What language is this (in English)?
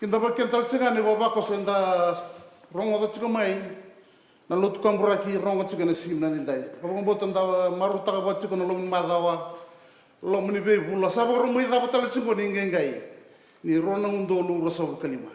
Fijian